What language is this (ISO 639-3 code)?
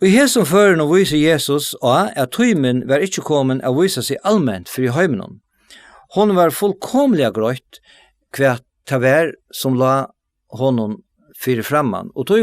fao